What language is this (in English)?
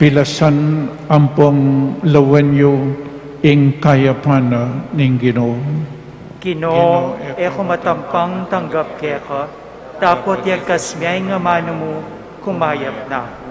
Pampanga